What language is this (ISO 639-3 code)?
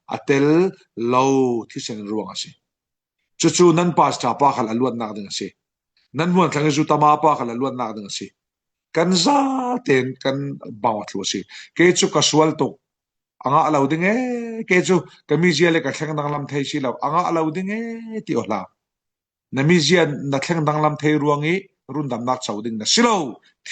cfm